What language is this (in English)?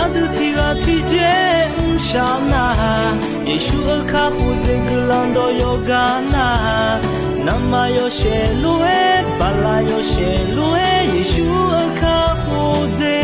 Akha